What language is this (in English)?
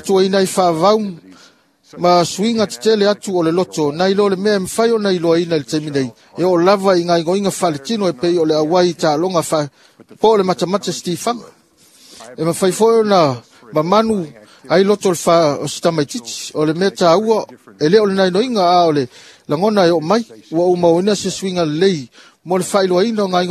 Samoan